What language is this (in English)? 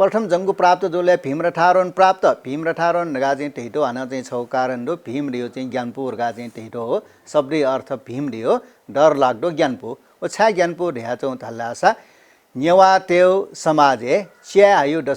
Newari